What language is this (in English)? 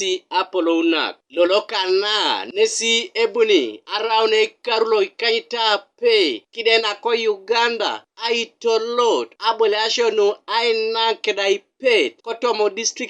Teso